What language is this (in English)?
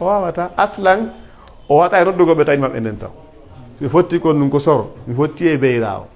Pular